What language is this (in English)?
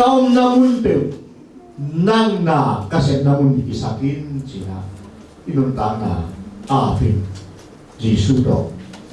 Tedim Chin